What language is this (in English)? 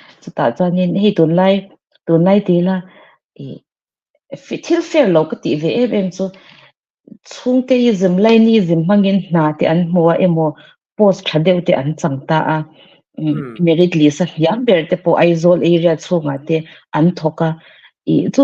Mizo